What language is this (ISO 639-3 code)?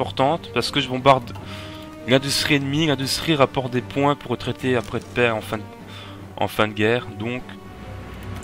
fra